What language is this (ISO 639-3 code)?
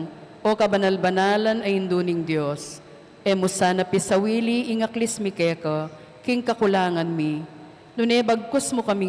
pam